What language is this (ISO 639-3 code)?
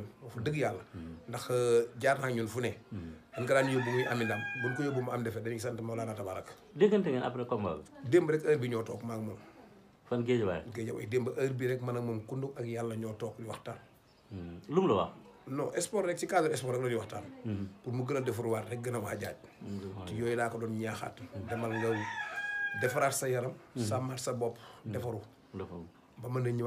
wol